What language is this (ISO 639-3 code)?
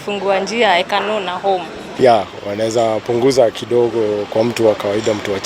kik